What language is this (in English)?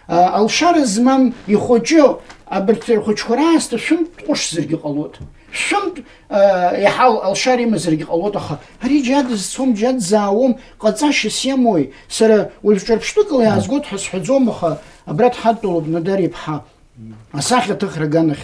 Abkhazian